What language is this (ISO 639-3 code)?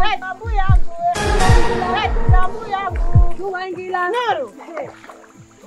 swa